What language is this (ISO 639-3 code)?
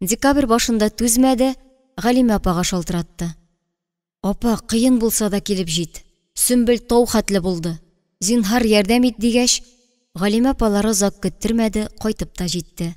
tat